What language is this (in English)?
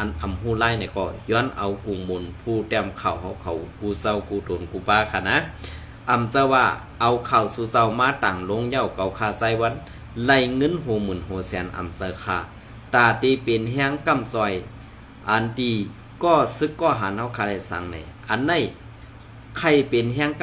Shan